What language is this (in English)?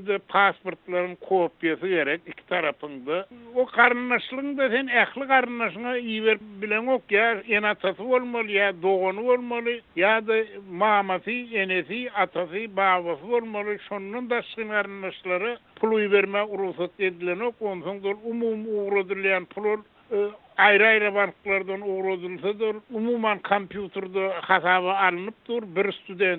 Turkmen